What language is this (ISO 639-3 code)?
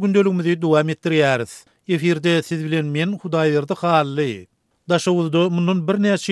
tuk